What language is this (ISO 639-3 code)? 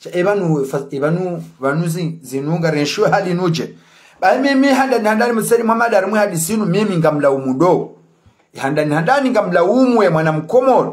zdj